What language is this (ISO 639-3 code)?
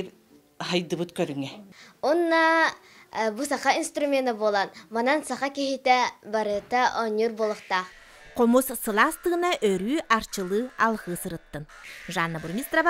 sah